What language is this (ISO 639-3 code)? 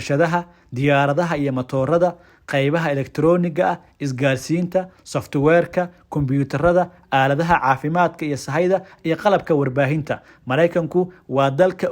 som